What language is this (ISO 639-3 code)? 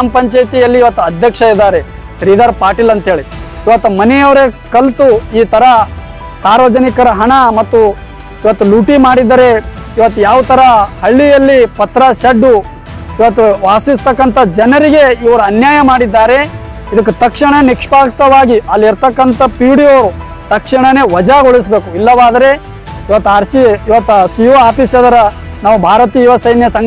kan